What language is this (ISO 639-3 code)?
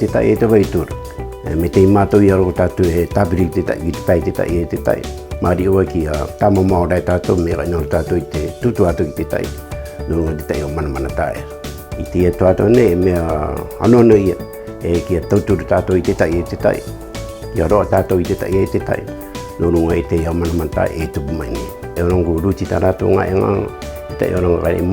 rar